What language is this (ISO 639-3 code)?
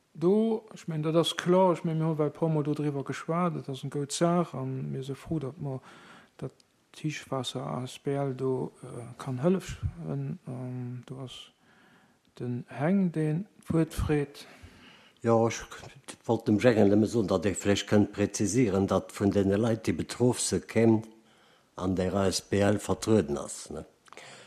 ltz